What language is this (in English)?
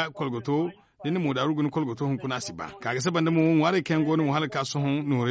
Zarma